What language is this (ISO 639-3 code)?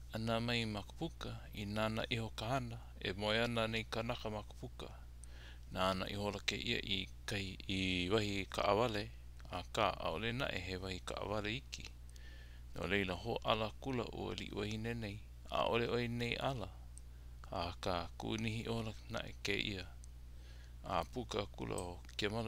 haw